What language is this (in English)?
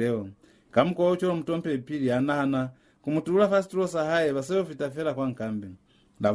Lozi